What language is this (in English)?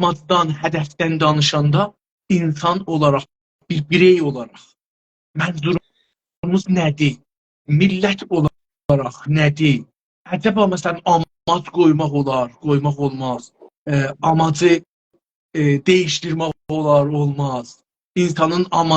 South Azerbaijani